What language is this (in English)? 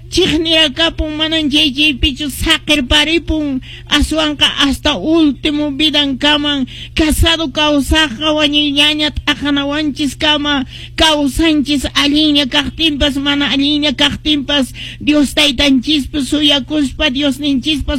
Quechua